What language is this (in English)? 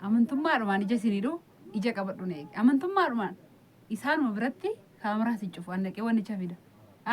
Oromo